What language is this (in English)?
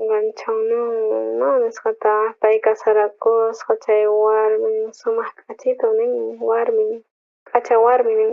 South Bolivian Quechua